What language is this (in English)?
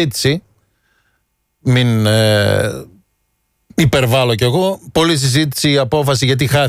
Greek